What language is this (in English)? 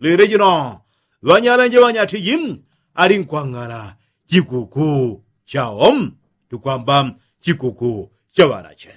Yao